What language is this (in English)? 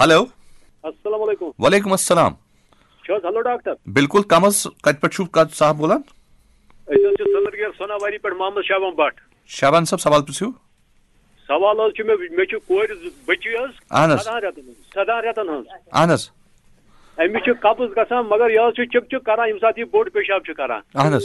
Kashmiri